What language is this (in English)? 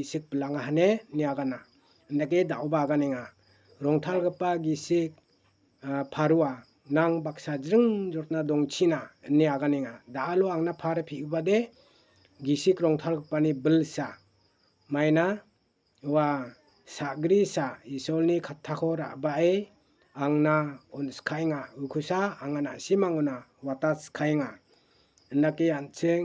Garo